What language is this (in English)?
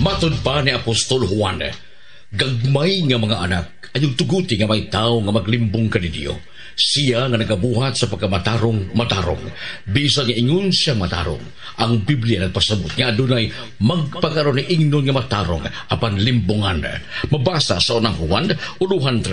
Cebuano